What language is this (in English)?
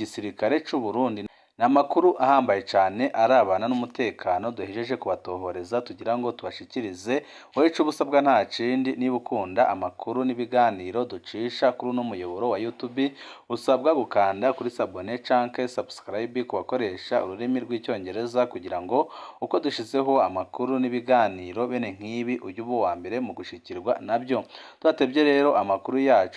Rundi